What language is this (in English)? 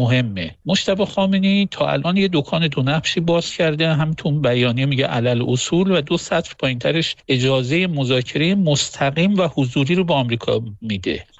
Persian